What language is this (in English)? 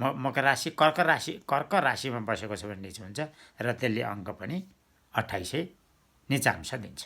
Nepali